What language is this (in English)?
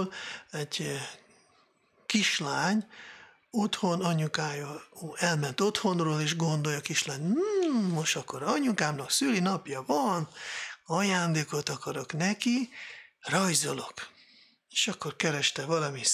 Hungarian